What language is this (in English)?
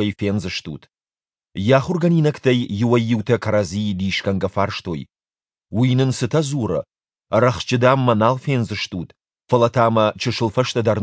Ossetic